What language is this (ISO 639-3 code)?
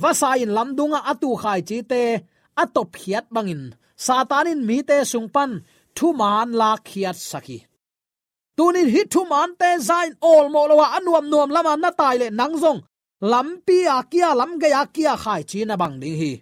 ctd